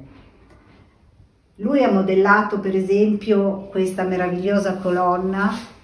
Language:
Italian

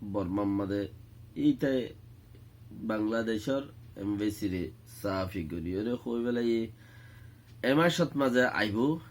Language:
Rohingya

